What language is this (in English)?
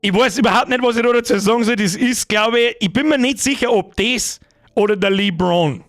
Bavarian